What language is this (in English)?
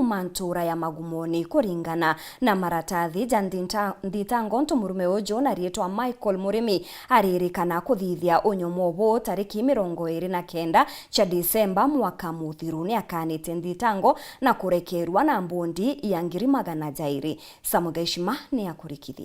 Meru